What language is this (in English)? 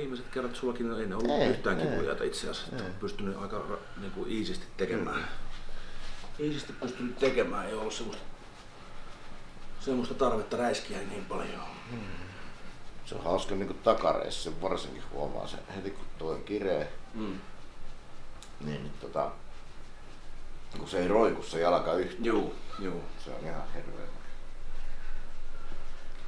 Finnish